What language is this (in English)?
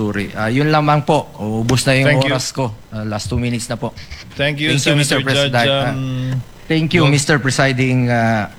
Filipino